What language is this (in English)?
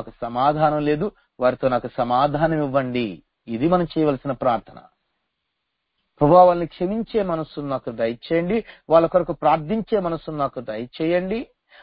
Telugu